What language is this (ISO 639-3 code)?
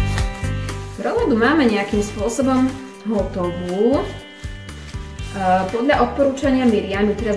slk